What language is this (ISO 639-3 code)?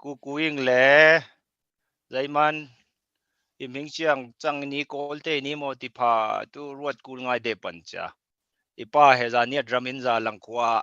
cfm